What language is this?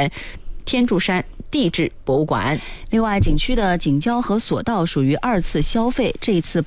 Chinese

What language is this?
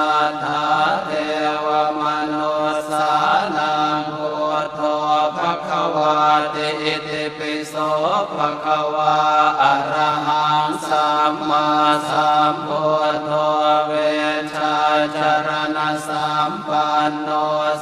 Pali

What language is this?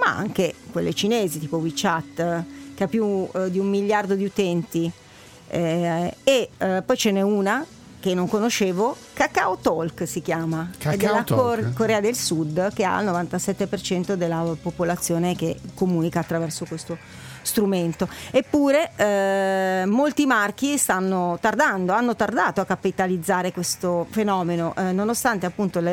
Italian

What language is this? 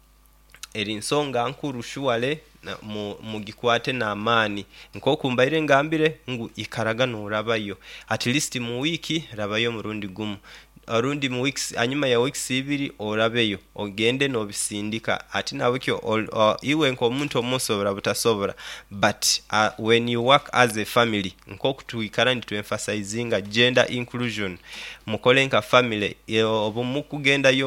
Nyoro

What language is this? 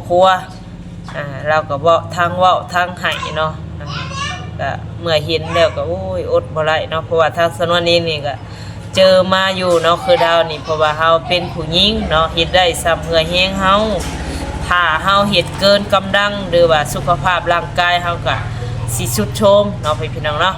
Northeastern Thai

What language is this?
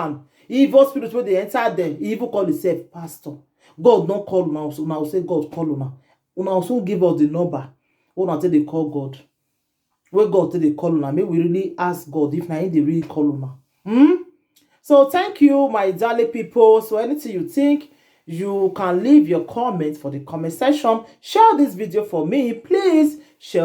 Nigerian Pidgin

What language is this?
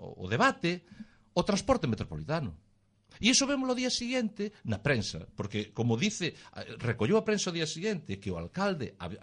Galician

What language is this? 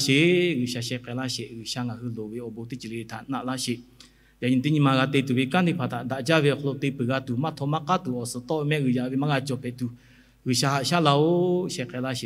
Lahu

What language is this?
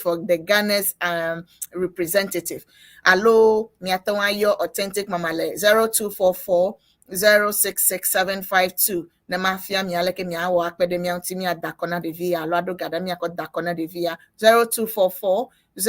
Ewe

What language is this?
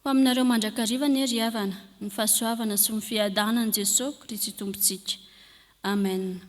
Malagasy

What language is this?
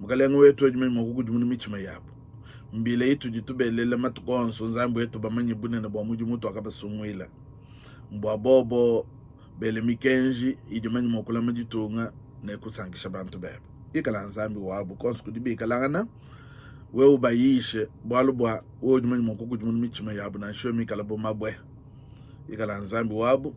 Luba-Lulua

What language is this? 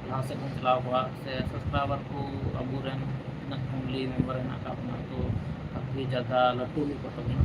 Santali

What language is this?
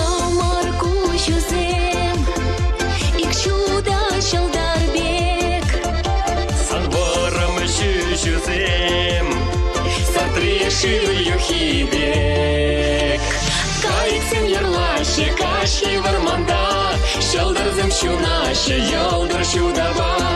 Chuvash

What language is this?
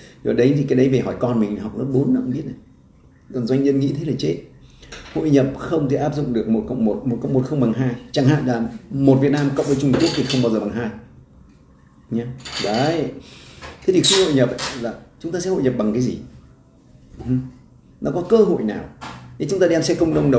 Vietnamese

